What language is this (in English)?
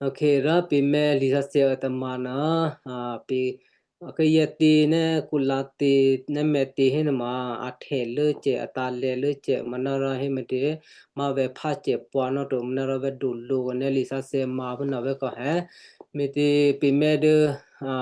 Western Kayah